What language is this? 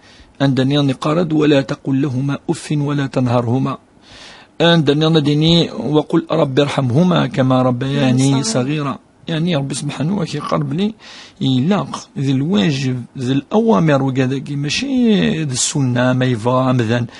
Kabyle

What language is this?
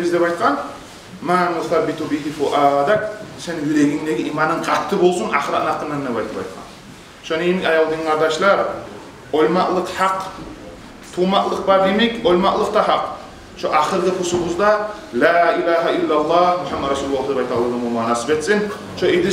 Kumyk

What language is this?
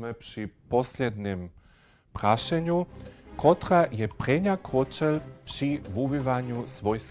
Upper Sorbian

